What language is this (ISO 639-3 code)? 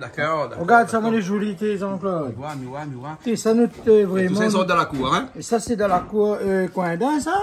rcf